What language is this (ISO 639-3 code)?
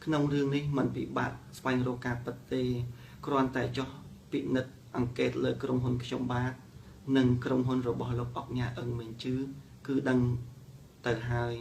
khm